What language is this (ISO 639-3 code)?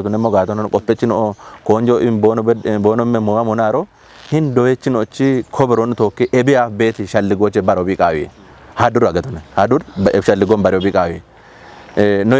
kbr